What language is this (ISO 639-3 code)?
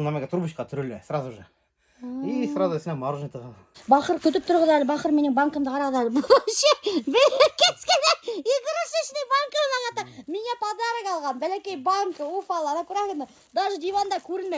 bak